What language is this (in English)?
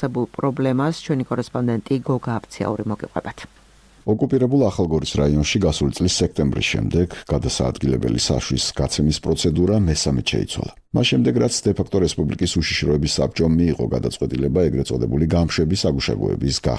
Georgian